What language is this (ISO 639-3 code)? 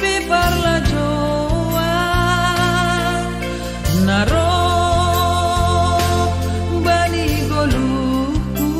bts